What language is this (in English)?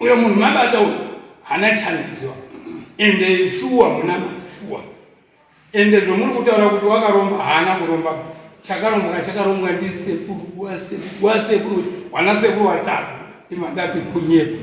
Shona